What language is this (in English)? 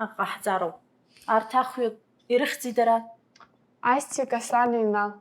Abkhazian